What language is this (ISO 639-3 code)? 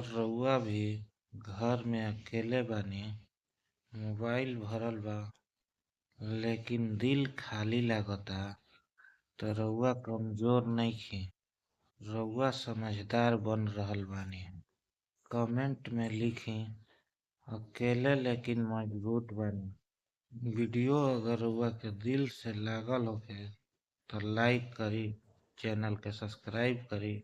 bho